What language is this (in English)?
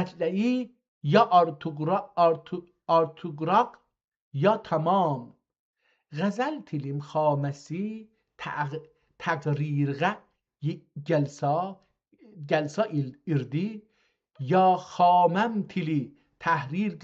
South Azerbaijani